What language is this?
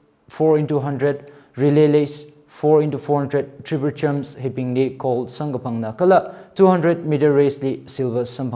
Tangkhul Naga (India)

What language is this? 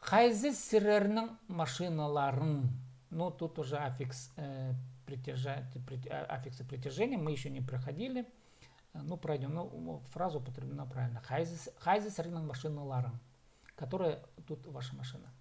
Khakas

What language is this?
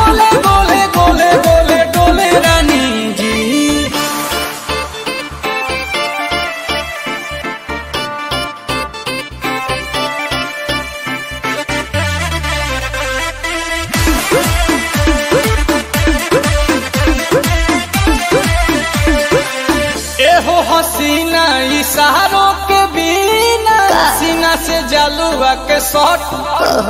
Bhojpuri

